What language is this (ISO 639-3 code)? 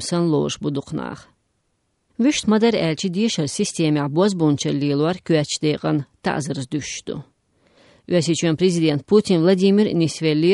che